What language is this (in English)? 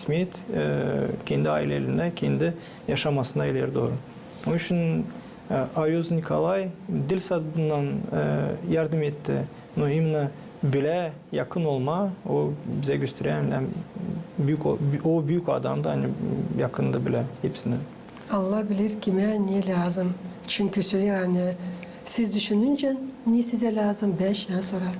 Gagauz